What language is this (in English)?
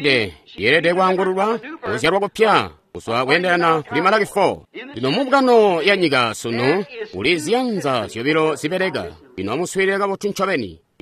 Tonga (Zambia)